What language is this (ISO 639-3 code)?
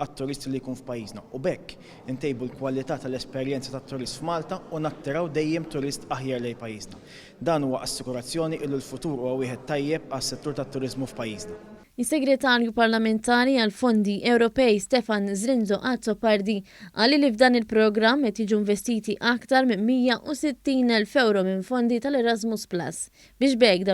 mlt